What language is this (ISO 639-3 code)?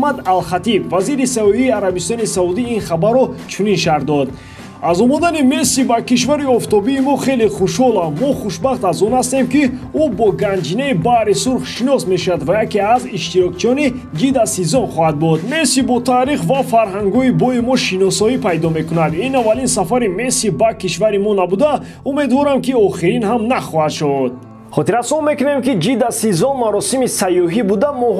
tgk